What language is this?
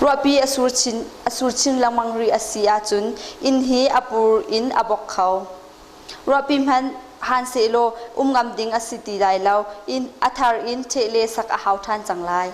Hakha Chin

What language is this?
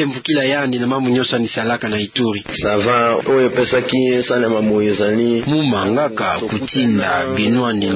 Kituba (Democratic Republic of Congo)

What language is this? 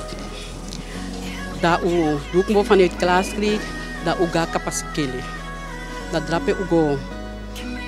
Dutch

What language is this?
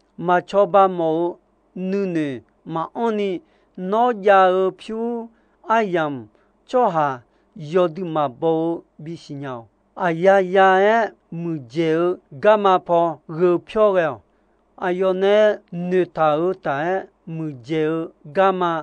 Akha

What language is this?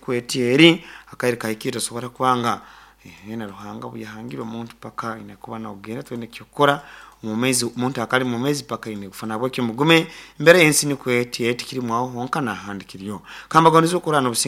Nyoro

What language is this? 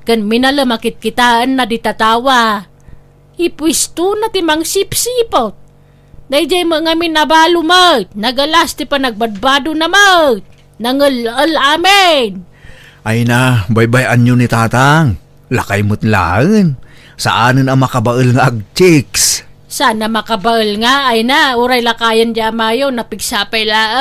Iloko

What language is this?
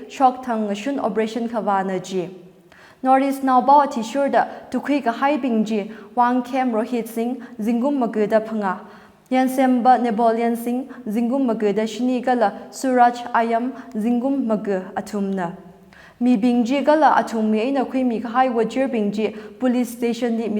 Tangkhul Naga (India)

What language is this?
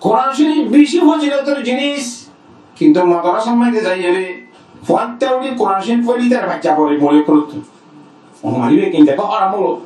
Rohingya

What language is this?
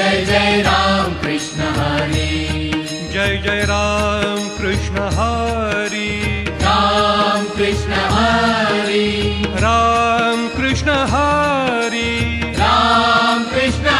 Marathi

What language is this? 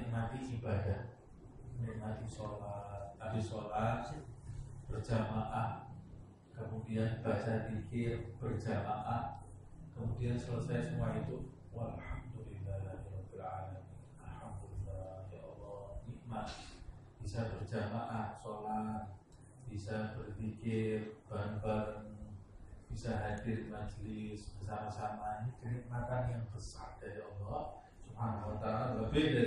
Indonesian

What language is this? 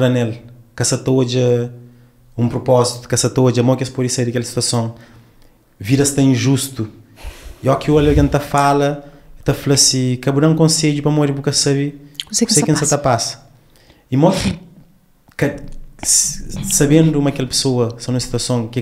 Kabuverdianu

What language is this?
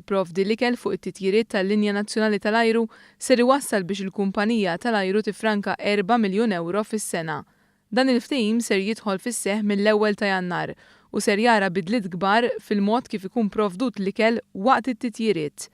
Maltese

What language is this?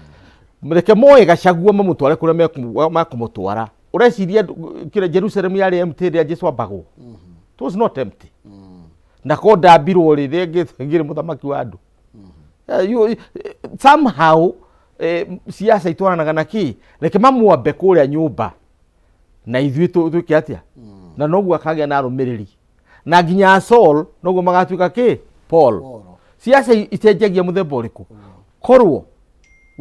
Kikuyu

